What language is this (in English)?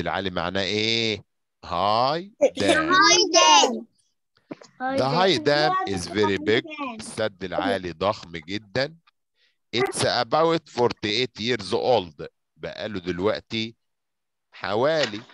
Egyptian Arabic